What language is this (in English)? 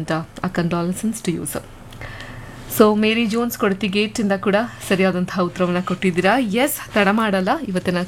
Kannada